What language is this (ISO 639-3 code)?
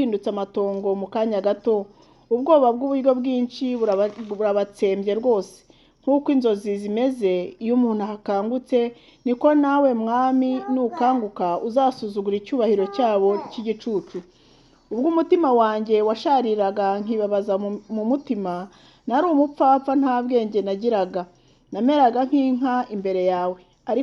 kin